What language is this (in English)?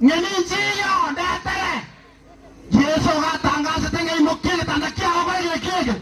Gusii